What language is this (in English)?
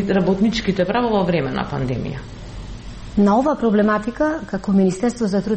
Macedonian